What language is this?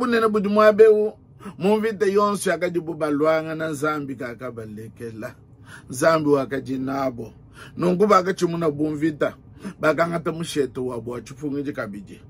Luba-Lulua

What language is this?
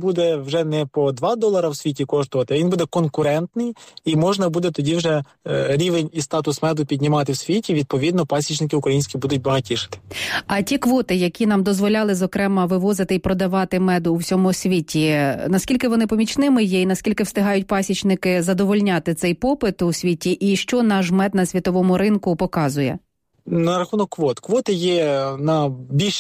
Ukrainian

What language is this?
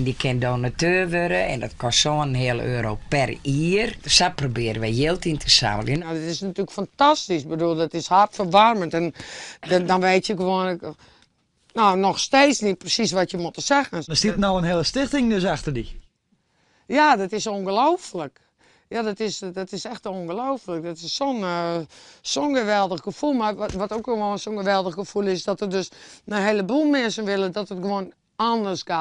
Western Frisian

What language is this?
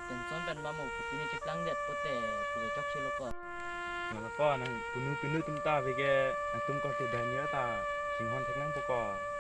Karbi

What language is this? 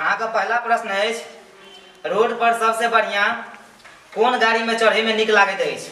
Maithili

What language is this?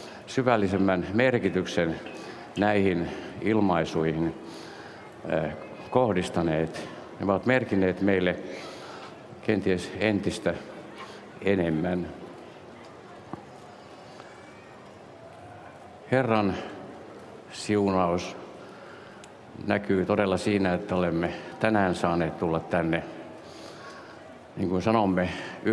Finnish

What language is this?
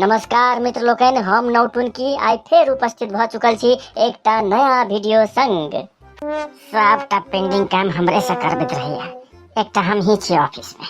Maithili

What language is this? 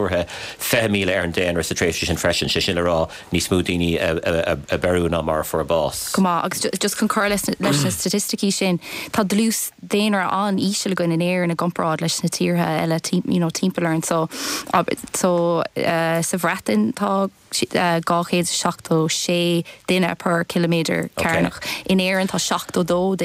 Irish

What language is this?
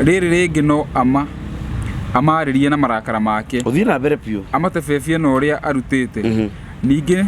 Kikuyu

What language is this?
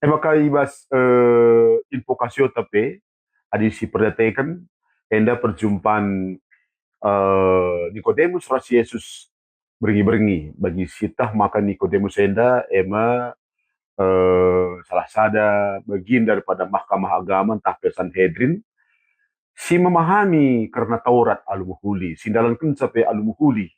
Batak Karo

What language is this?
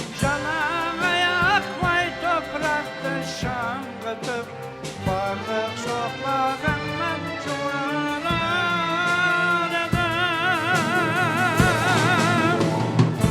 Kara-Kalpak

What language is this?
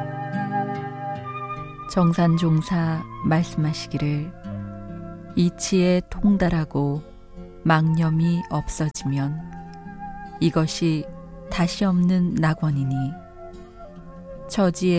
Korean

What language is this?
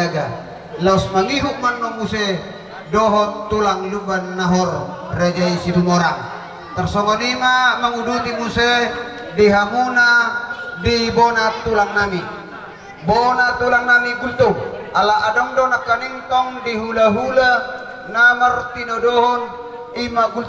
Batak Toba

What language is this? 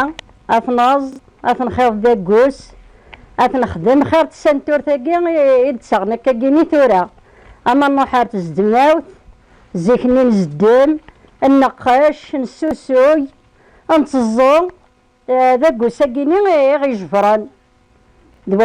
Kabyle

